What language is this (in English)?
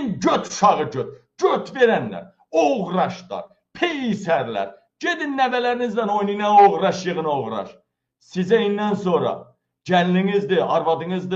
Azerbaijani